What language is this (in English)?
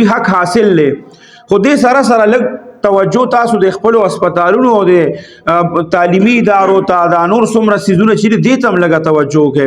Pashto